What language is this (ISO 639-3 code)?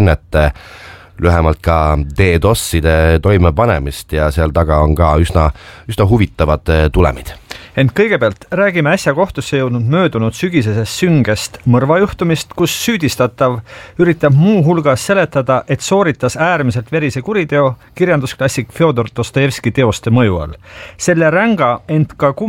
est